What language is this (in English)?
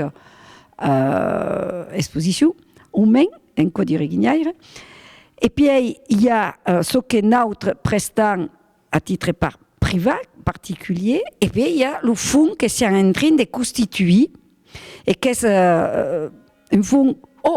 Occitan